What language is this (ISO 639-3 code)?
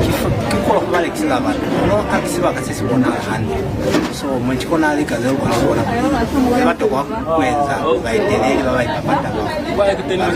loz